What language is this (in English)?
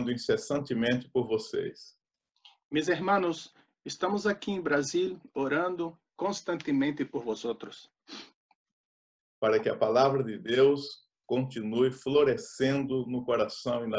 Portuguese